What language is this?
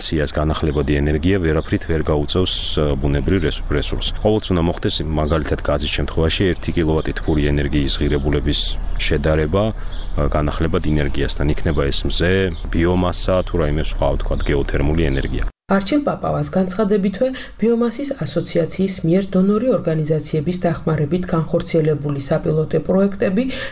Georgian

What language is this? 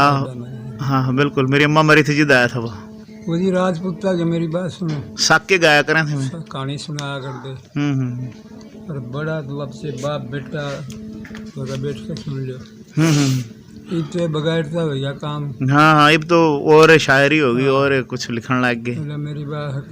Haryanvi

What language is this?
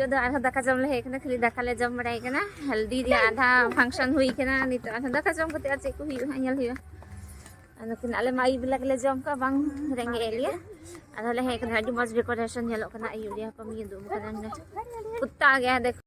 Santali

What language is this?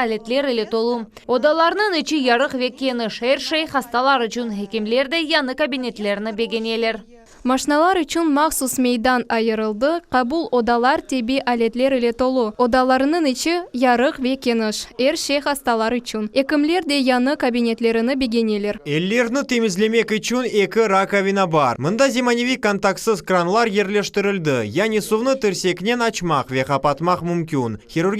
Crimean Tatar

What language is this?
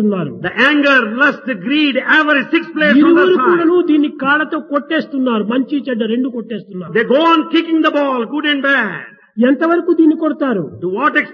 Telugu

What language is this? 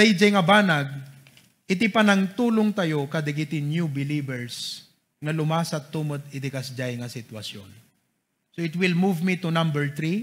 Iloko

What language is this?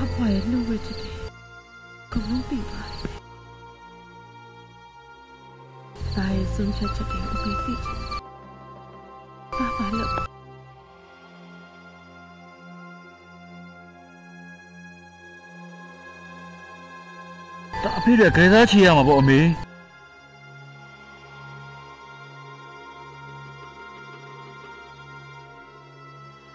Burmese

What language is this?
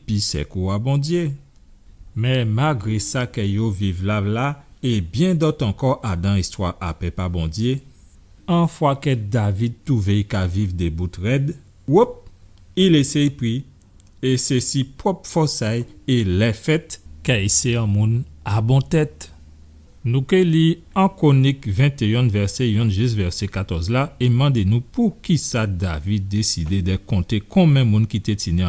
Guadeloupean Creole French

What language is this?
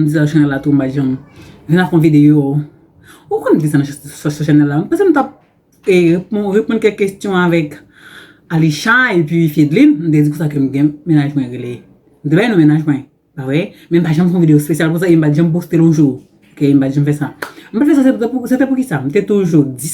Haitian Creole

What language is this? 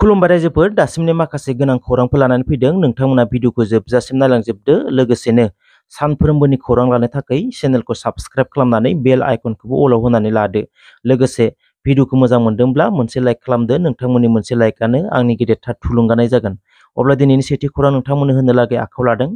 Bodo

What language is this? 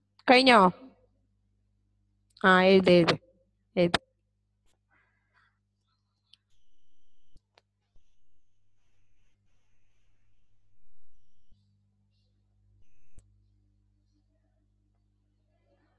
Malayalam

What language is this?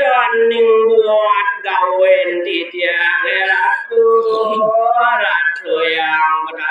Balinese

